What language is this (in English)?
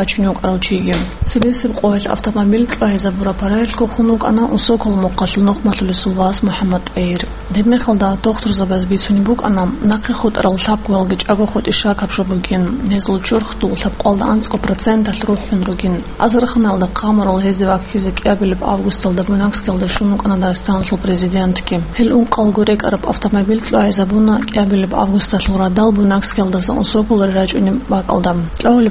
Avaric